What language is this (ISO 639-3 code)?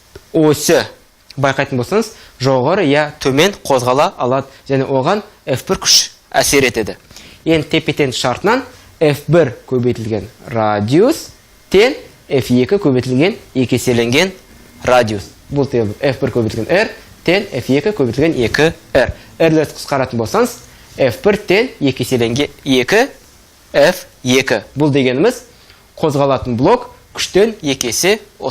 kaz